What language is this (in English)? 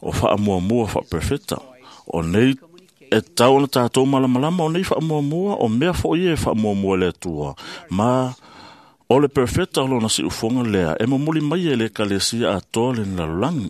Samoan